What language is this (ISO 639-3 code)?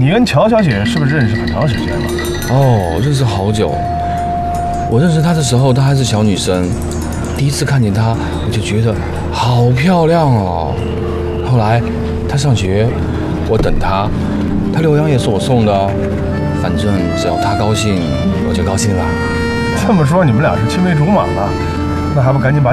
zho